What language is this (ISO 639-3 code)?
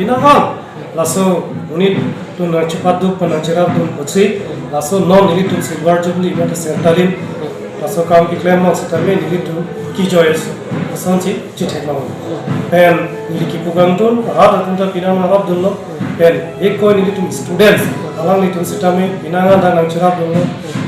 mjw